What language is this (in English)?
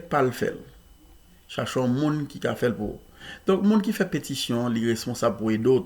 Haitian Creole